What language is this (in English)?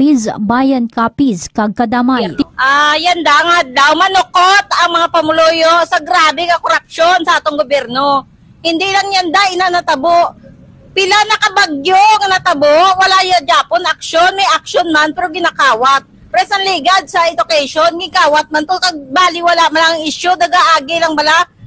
Hiligaynon